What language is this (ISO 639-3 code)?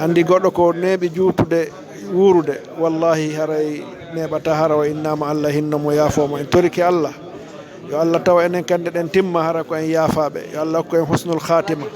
ful